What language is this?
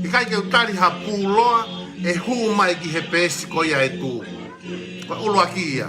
Tongan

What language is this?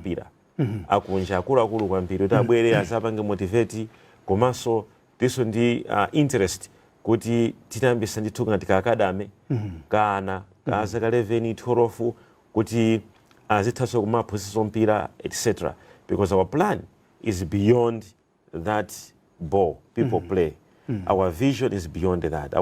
Nyanja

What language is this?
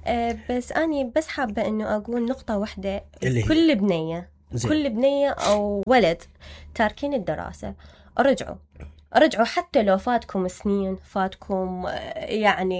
Mesopotamian Arabic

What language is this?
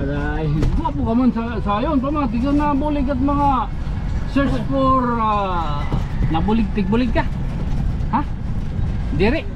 Waray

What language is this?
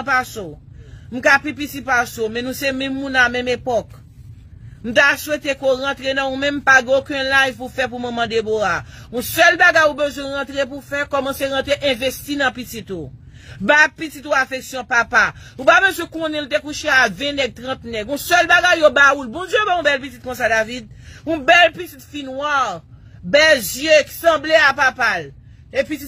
Haitian Creole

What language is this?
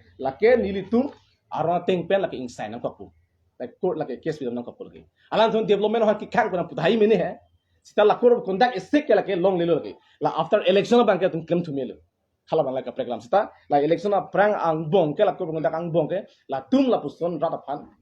Karbi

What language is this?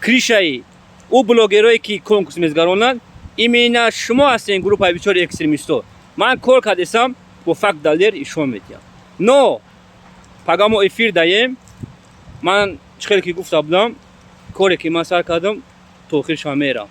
Tajik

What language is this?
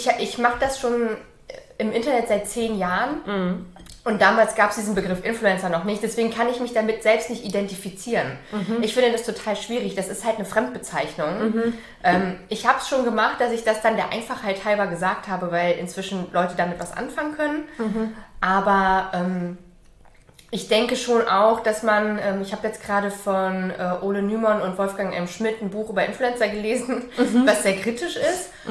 German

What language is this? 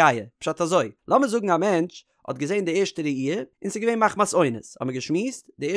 Yiddish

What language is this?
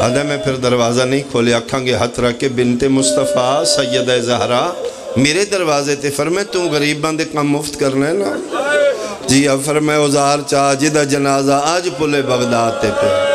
Pahari-Potwari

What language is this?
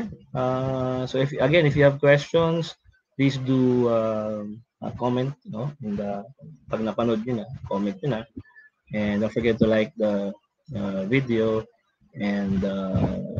Filipino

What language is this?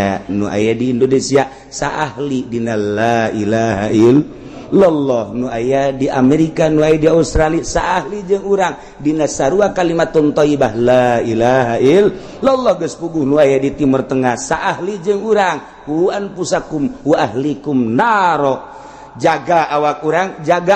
Sundanese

